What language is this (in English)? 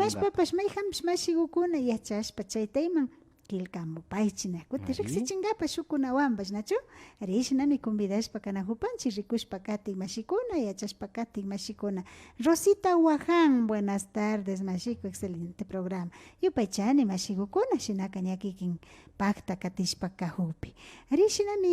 Imbabura Highland Quichua